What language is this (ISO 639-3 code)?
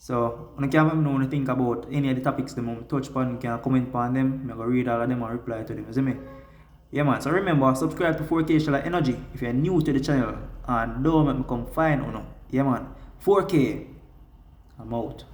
jam